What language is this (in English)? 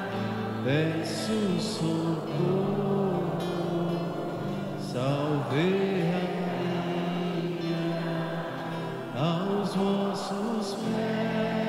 Portuguese